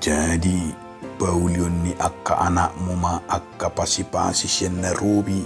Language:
Batak Toba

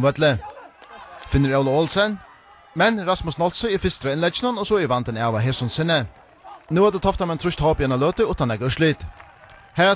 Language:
Faroese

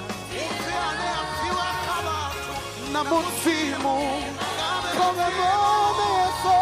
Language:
Venda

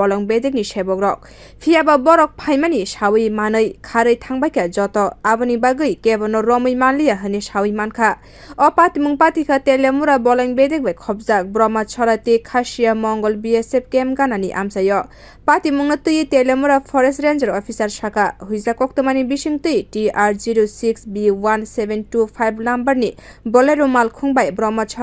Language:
Kok Borok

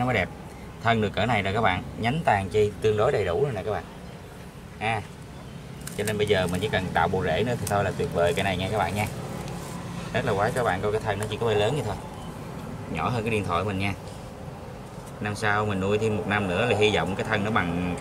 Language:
Vietnamese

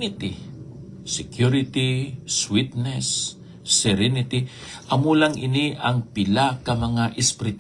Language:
Hiligaynon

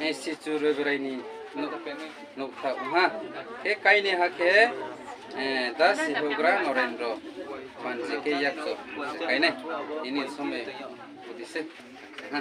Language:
Riang (India)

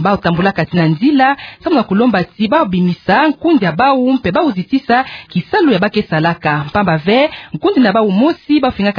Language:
Kituba (Democratic Republic of Congo)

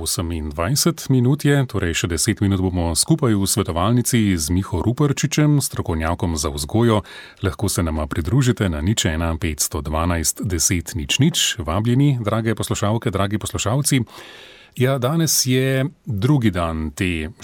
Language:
Slovenian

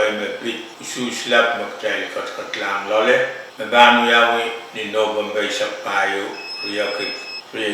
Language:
Pohnpeian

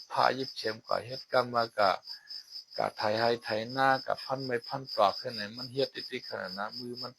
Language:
Shan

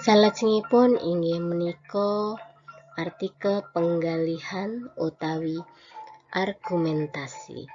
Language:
Javanese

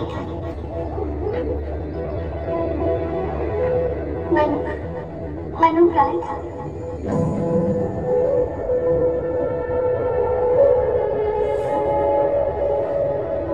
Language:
Hindi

